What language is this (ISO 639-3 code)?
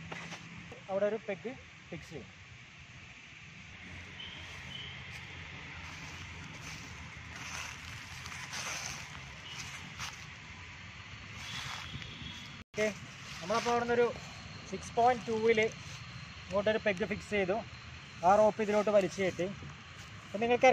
mal